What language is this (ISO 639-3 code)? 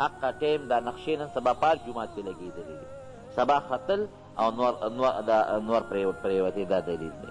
pus